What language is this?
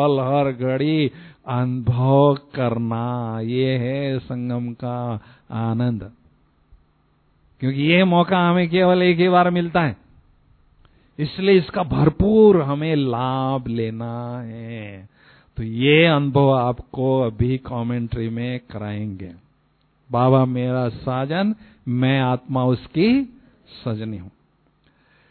Hindi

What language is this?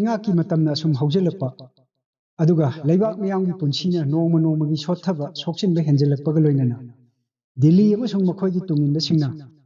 Manipuri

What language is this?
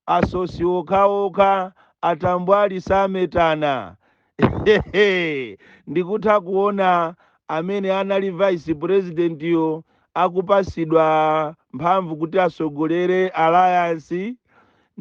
Nyanja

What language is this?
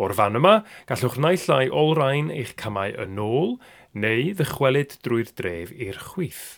Welsh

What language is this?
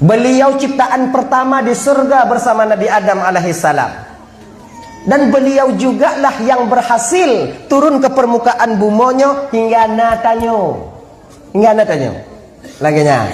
Achinese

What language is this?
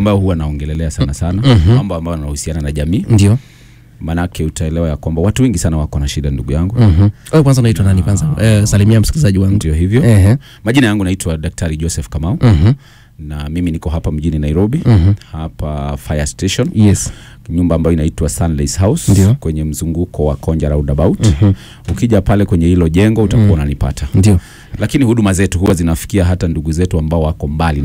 Swahili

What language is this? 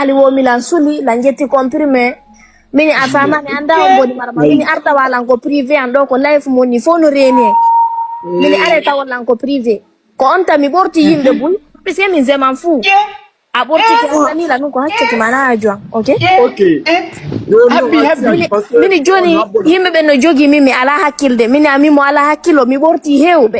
Fula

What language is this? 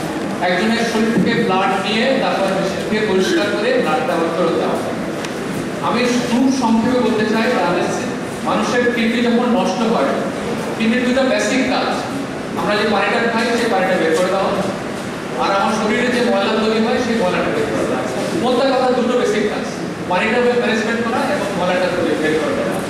Bangla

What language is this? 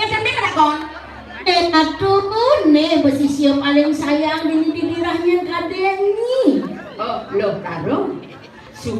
Balinese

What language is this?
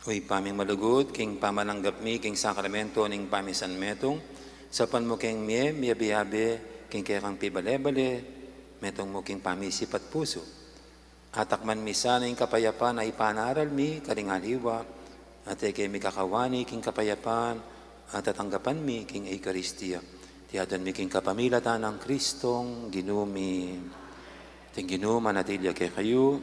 Pampanga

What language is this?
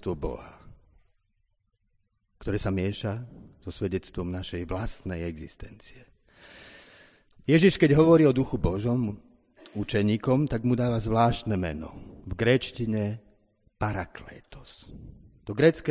Slovak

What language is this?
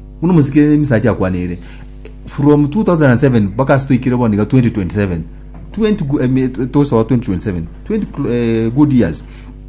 Gusii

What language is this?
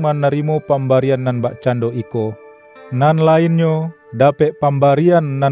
Minangkabau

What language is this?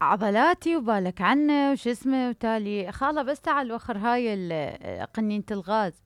Mesopotamian Arabic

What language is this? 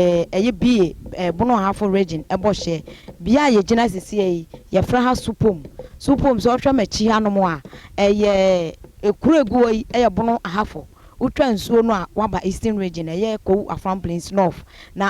Akan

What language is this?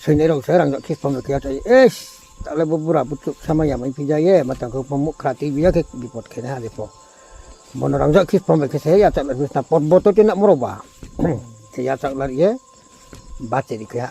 Riang (India)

